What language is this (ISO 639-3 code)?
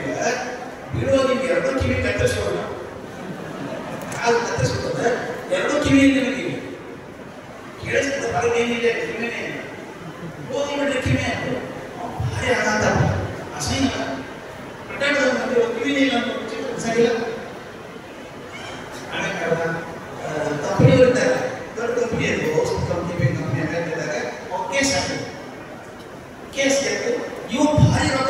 kan